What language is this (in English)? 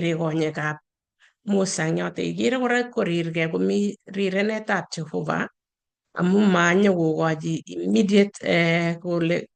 Kalenjin